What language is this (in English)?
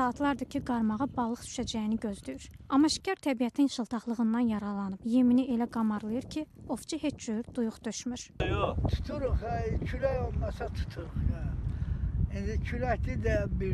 Azerbaijani